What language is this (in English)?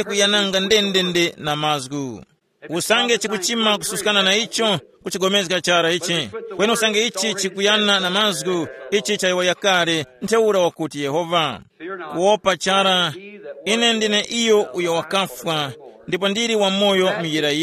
Tumbuka